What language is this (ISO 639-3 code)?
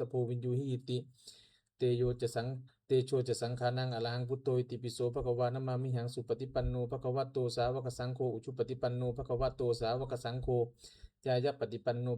pli